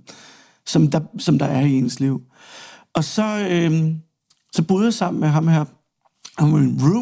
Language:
Danish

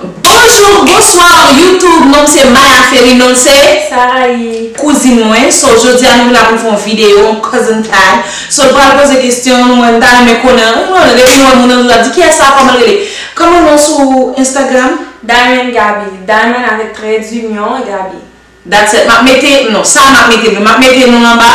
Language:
Haitian Creole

